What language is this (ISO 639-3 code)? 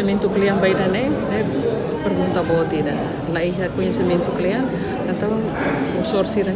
tet